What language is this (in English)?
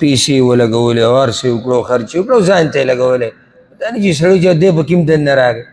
Pashto